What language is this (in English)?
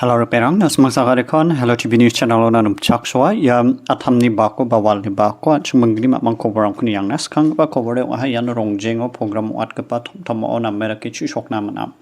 Garo